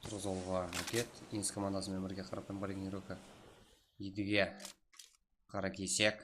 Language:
Kara-Kalpak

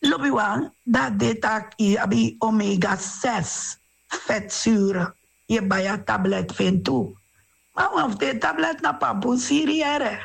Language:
Sranan Tongo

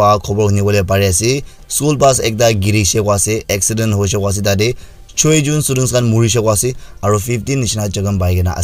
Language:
Naga Pidgin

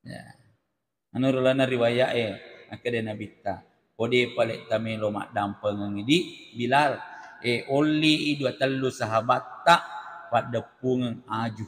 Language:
Buginese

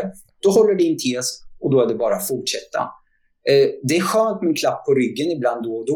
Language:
Swedish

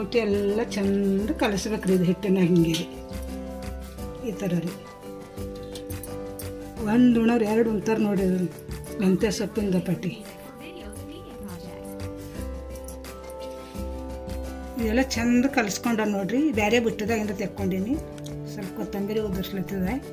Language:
Kannada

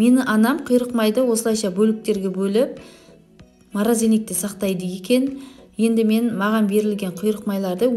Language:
Kazakh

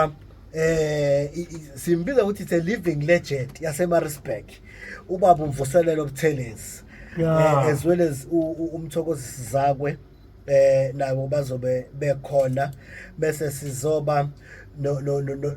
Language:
Zulu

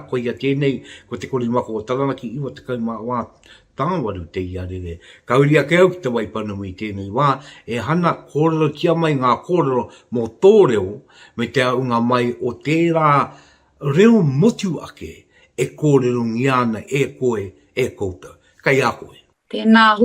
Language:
Māori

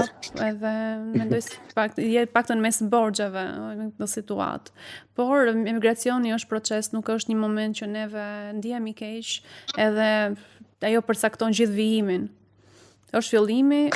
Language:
Albanian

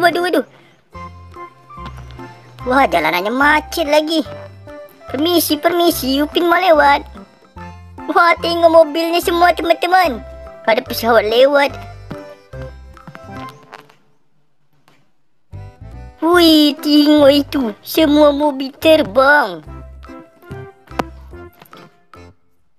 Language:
Malay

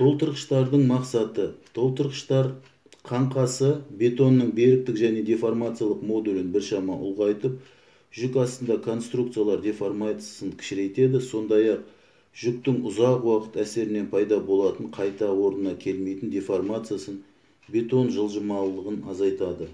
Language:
Kazakh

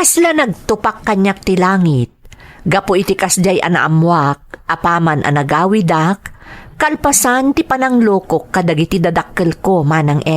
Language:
Iloko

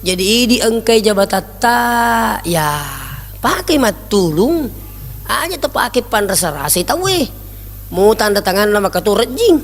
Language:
Buginese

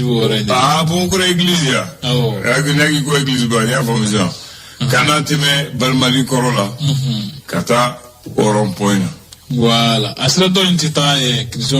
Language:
Bambara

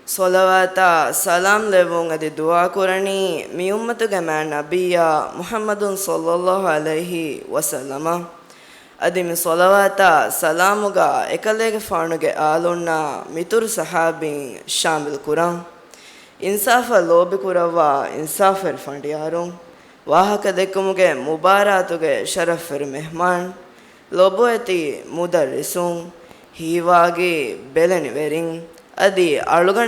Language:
Divehi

